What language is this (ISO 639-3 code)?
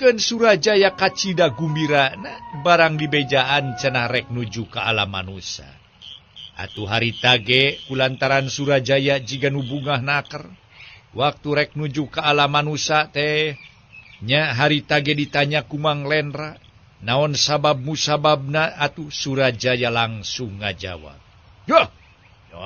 sun